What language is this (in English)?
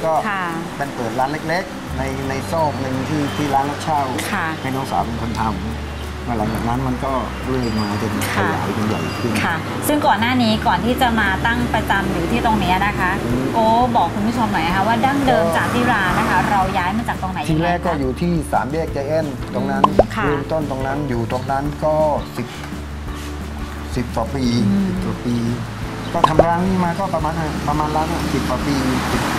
Thai